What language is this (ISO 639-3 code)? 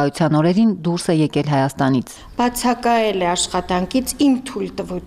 hye